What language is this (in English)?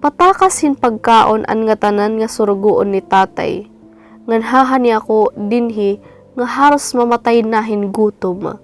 Waray